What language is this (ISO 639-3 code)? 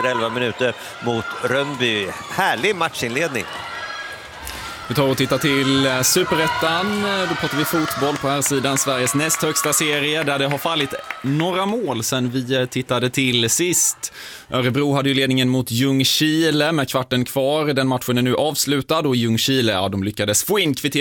swe